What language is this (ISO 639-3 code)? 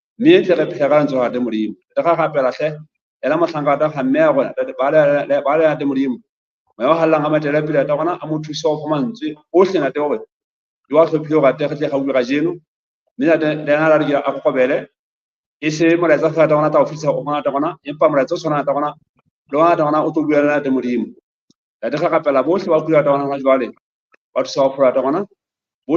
sot